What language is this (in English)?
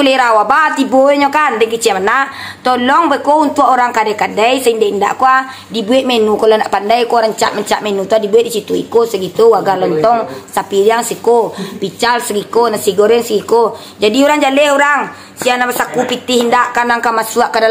Minangkabau